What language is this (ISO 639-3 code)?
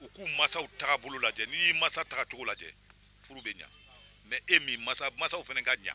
bam